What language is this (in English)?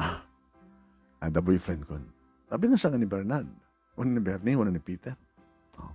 Iloko